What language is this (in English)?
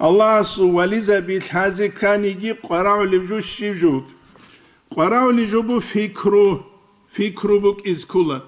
Avaric